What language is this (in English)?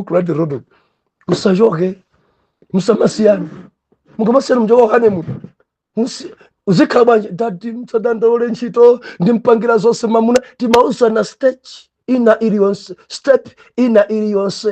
Nyanja